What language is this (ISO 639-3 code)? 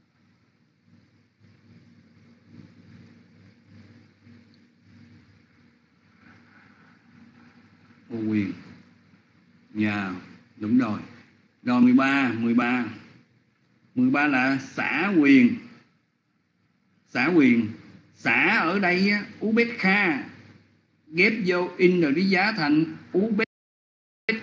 vie